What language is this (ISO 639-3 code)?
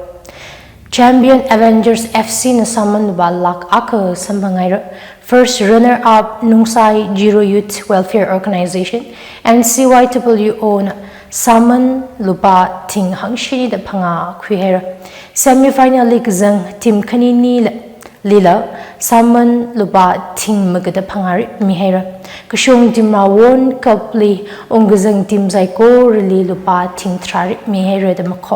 nmf